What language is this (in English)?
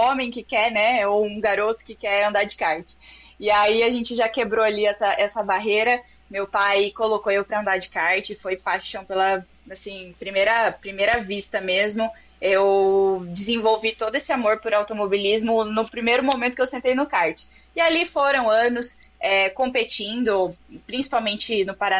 Portuguese